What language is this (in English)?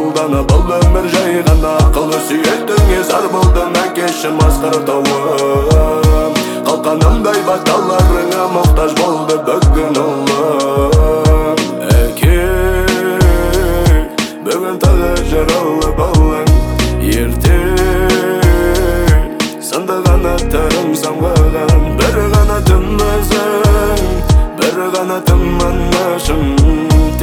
Kazakh